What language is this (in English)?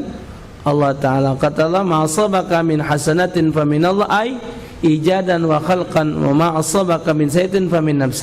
Musi